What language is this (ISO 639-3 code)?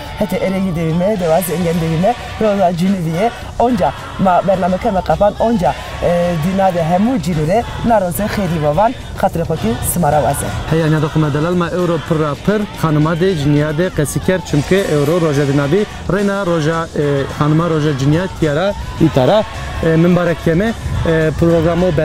zza